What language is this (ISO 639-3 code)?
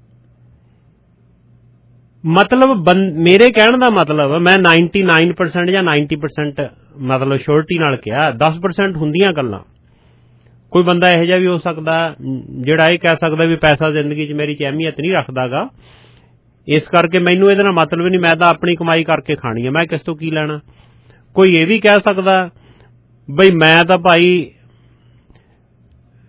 pan